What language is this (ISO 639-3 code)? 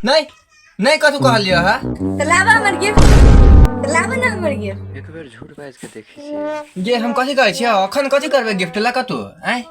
mai